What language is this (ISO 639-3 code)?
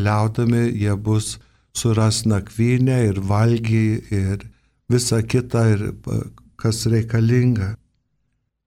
lit